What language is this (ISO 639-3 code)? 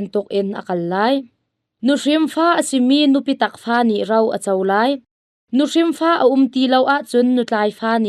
cnh